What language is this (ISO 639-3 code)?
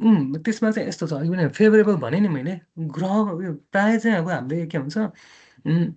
nep